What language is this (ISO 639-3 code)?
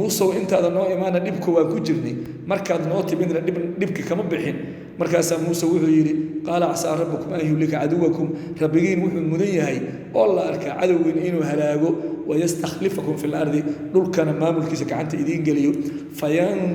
som